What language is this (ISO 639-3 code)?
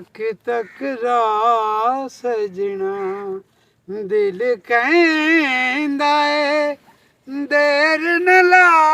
lah